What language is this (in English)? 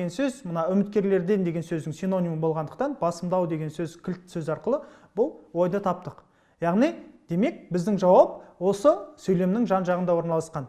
Kazakh